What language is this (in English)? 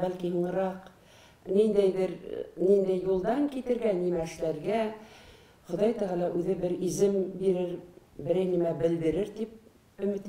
Bashkir